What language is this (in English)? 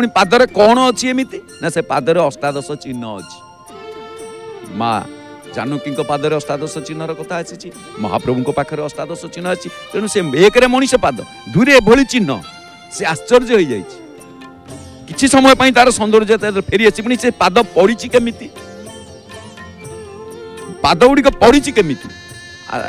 Odia